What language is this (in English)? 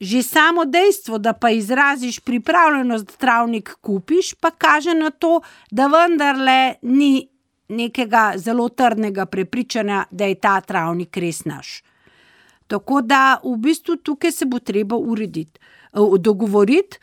Slovenian